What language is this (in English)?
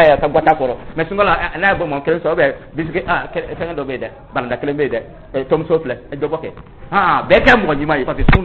Dyula